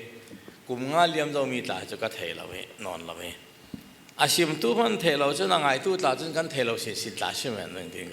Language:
Falam Chin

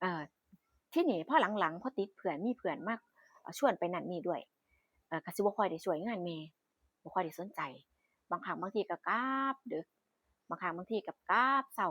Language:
Northeastern Thai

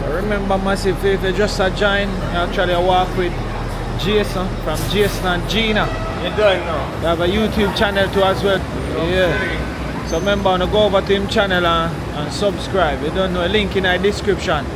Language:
Jamaican Creole English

